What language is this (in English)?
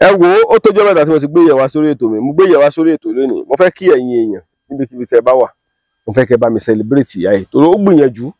Yoruba